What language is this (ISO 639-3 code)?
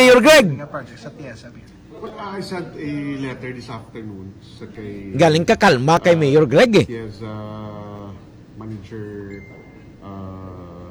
hil